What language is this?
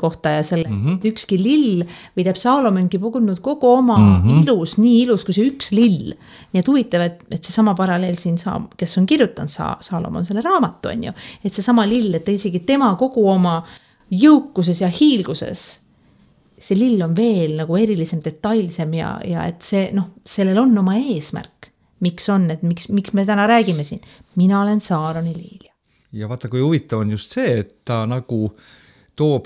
Estonian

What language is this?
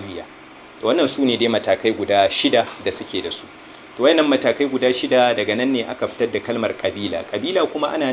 Hausa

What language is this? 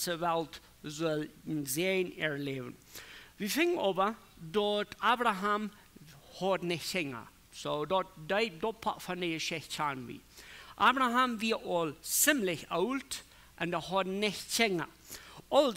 Plautdietsch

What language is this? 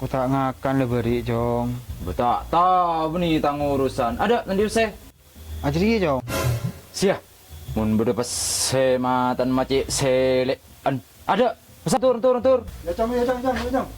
Madurese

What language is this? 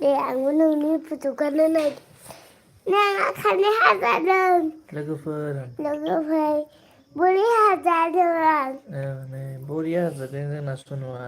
Bodo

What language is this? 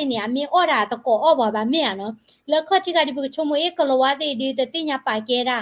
S'gaw Karen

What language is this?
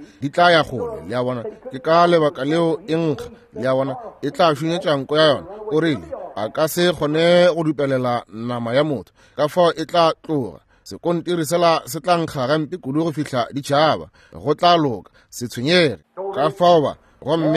Northern Sotho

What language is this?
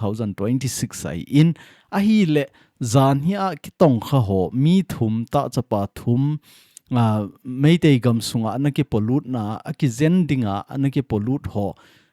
Thado Chin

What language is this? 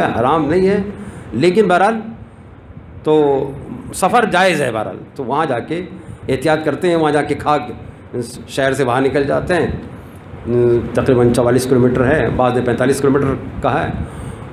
Urdu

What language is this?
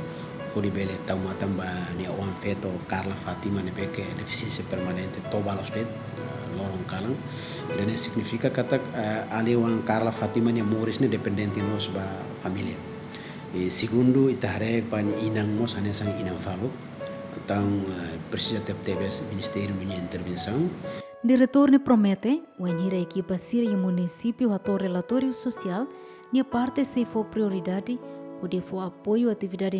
Tetum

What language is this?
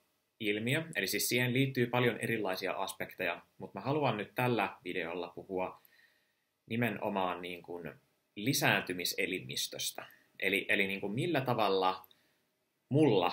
Finnish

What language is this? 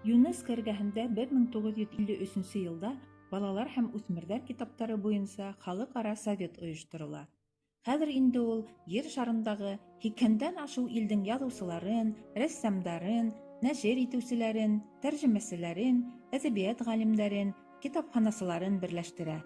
Bashkir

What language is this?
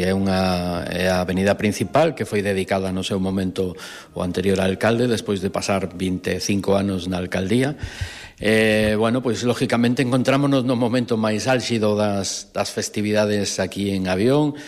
Galician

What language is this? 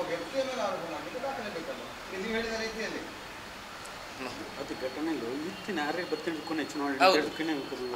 Kannada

